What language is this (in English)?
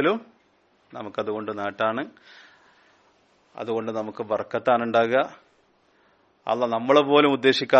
Malayalam